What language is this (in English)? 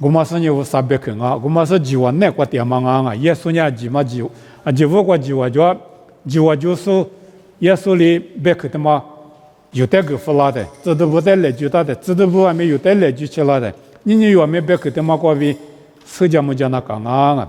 Lisu